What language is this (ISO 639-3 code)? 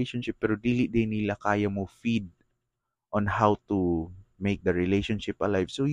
ceb